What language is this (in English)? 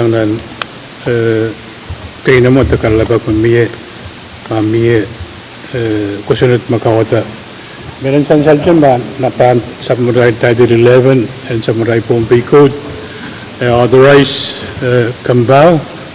Pohnpeian